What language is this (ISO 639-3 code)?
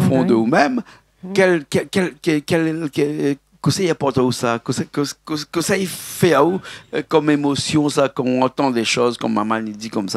rcf